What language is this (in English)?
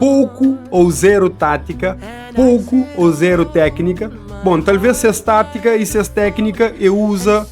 Kabuverdianu